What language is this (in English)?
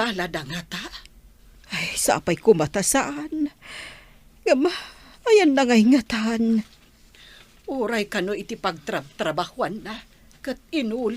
Iloko